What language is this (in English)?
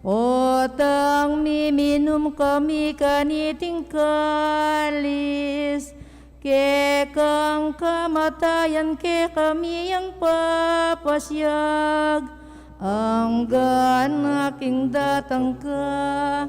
Pampanga